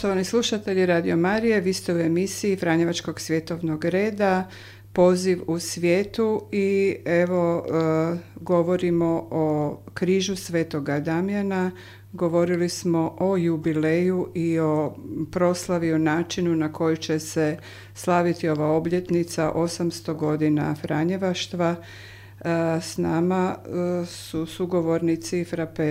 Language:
Croatian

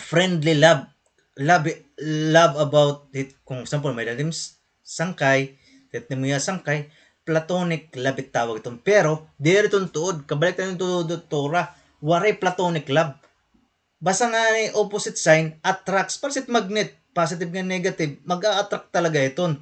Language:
Waray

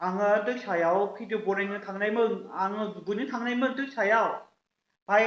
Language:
Bodo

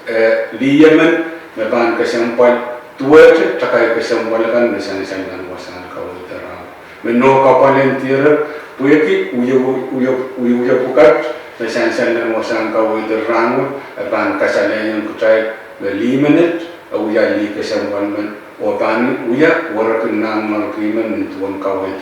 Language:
Pohnpeian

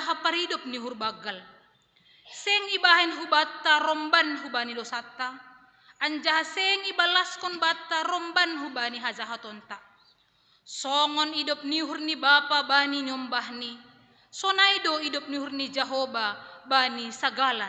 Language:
Batak Simalungun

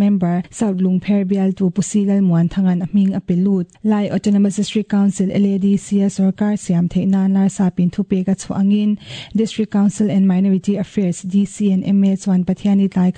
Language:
Mizo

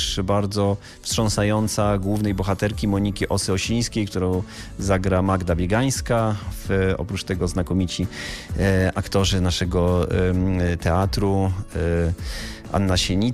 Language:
Polish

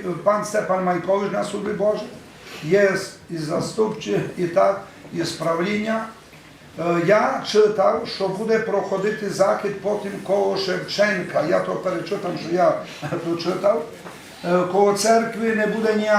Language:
Rusyn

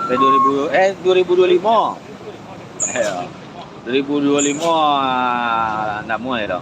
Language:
Minangkabau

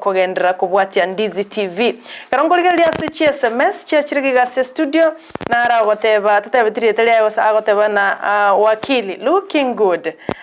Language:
Gusii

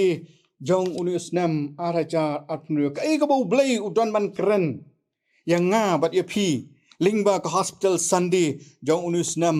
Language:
Khasi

